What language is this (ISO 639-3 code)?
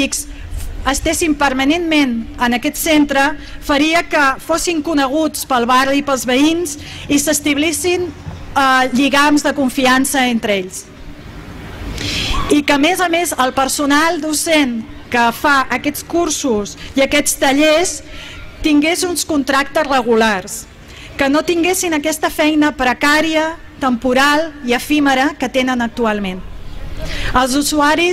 cat